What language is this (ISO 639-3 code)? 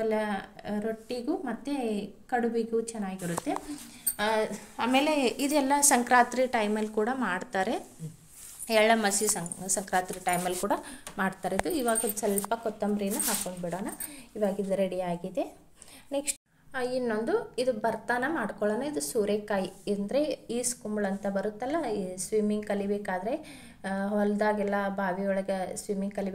kan